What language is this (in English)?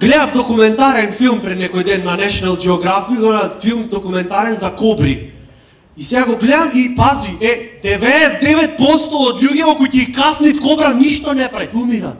Macedonian